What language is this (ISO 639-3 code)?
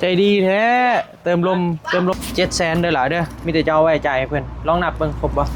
lao